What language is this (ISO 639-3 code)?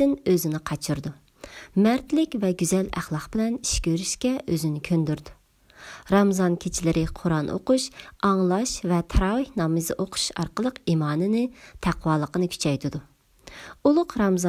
uig